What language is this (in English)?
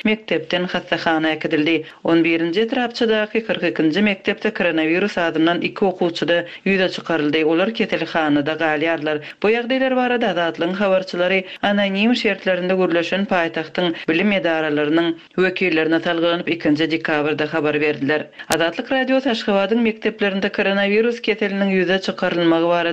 Turkmen